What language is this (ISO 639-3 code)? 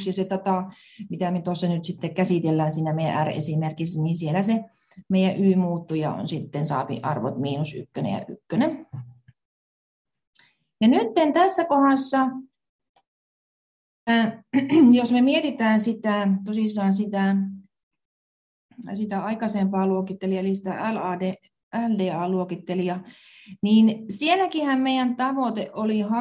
fin